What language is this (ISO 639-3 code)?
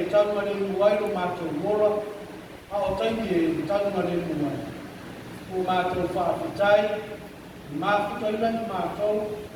smo